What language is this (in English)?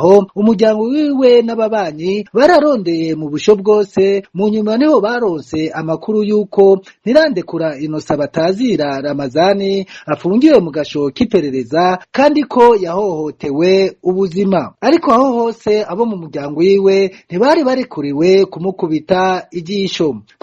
Rundi